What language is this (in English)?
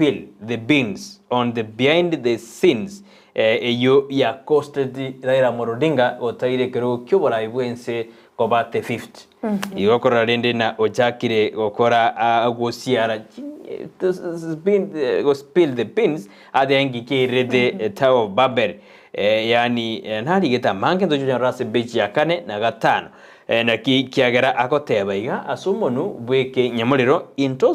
Gusii